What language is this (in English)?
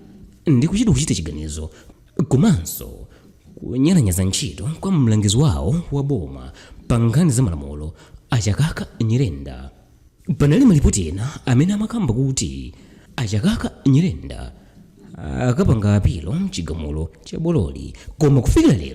Nyanja